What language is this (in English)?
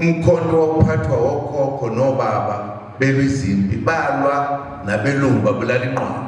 Zulu